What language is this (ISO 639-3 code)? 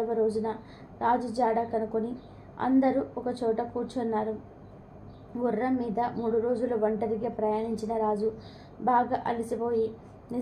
tel